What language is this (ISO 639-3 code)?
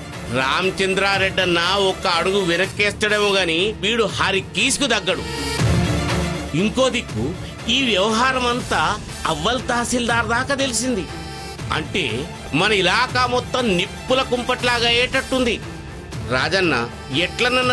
tel